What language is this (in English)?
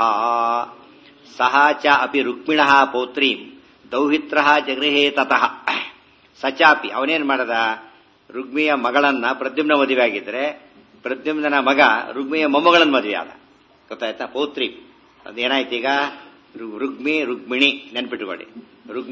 Kannada